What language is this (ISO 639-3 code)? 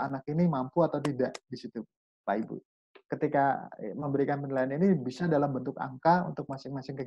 ind